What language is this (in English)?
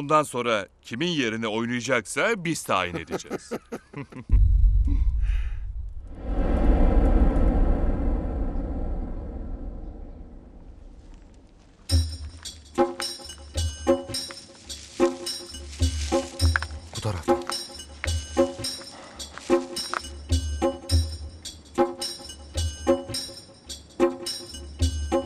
Turkish